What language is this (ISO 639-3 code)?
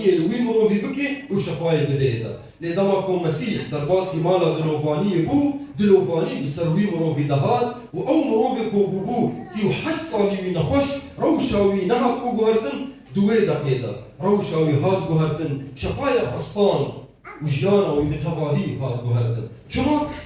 kur